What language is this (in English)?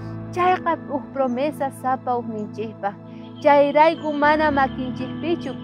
South Bolivian Quechua